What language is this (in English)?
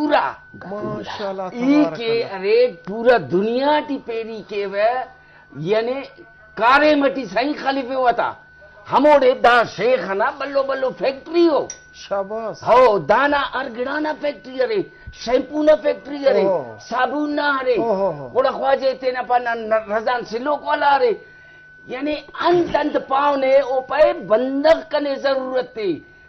Brahui